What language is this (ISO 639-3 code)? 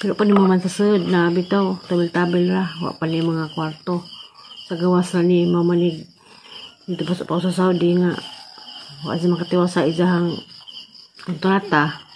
ceb